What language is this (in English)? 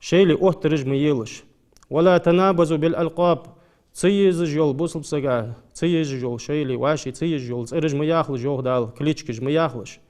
Ingush